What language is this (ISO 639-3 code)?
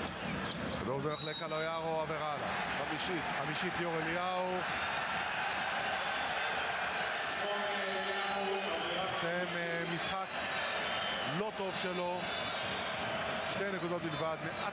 heb